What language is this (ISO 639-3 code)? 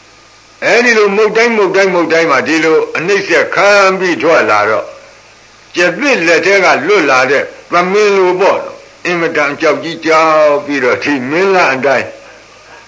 mya